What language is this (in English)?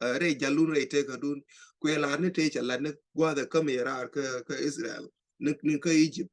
Nuer